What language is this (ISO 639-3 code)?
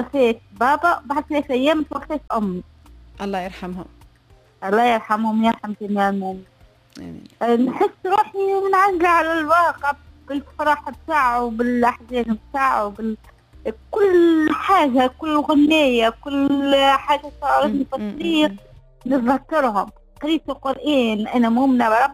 aeb